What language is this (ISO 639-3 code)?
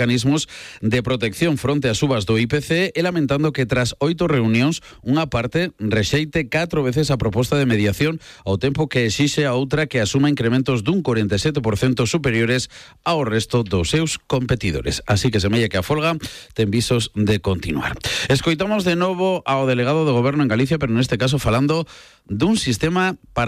glg